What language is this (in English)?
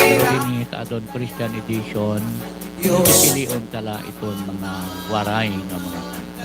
Waray